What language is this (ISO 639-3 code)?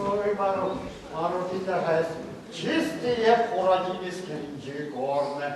chv